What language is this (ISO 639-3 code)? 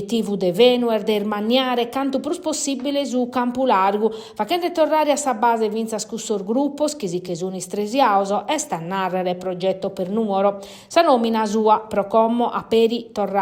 srd